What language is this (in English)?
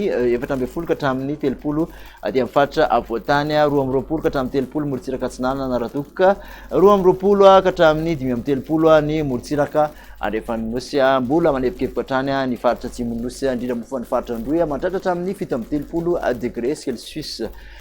Malagasy